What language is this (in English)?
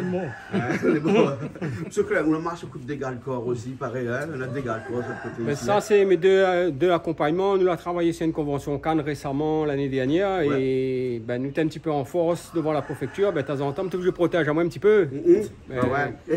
Réunion Creole French